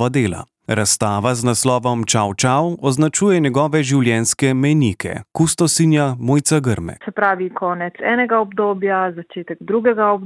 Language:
Slovenian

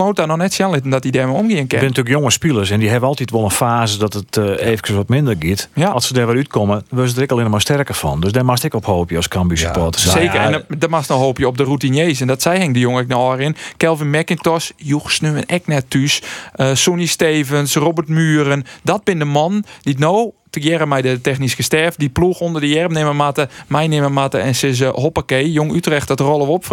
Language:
Western Frisian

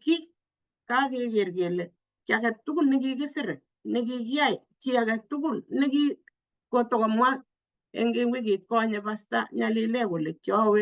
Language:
Kalenjin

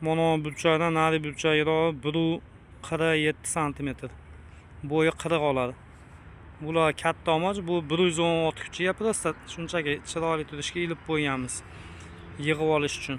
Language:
Uzbek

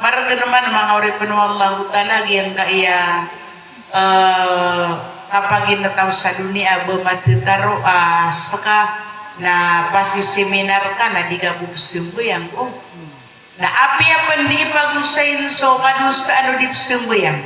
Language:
Maranao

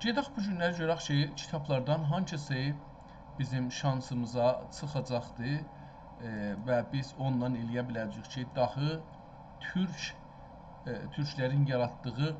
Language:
South Azerbaijani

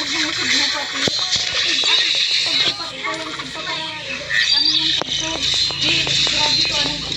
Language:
Filipino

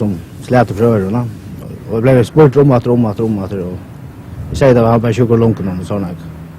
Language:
Faroese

